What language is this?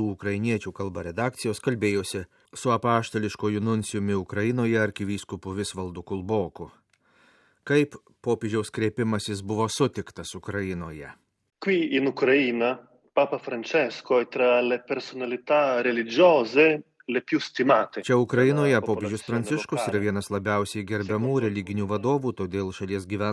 Lithuanian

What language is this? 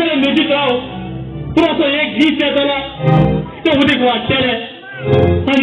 Konkani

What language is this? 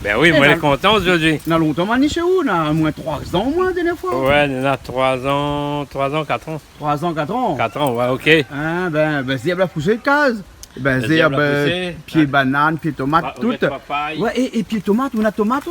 Réunion Creole French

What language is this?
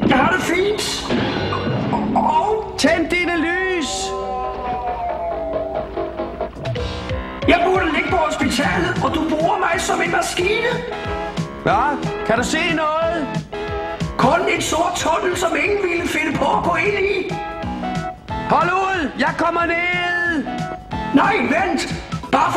Danish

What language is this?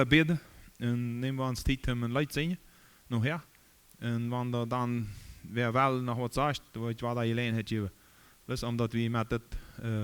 Plautdietsch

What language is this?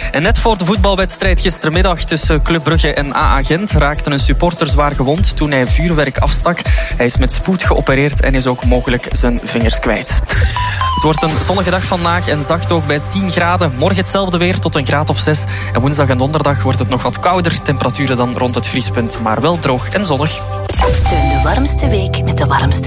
Dutch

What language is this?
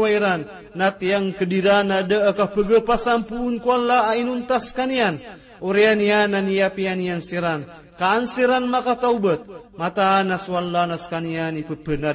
Maranao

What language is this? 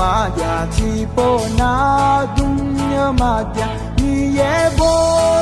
Akha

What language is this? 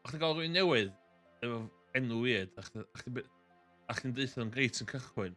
Welsh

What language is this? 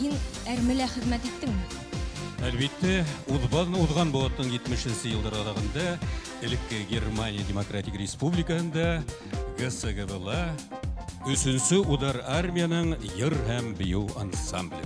Bashkir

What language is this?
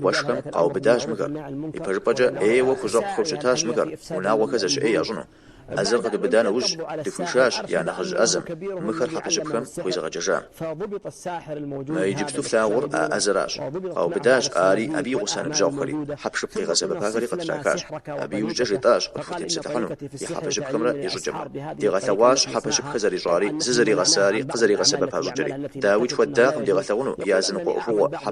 Kabardian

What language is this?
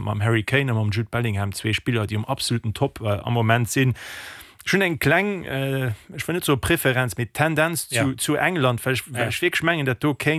Luxembourgish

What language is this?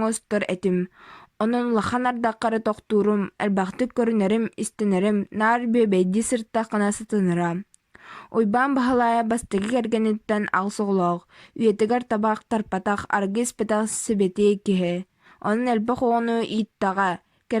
Yakut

